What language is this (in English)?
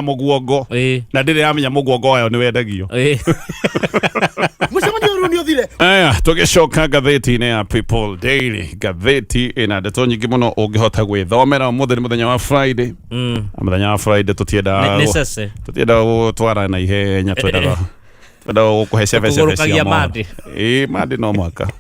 Kikuyu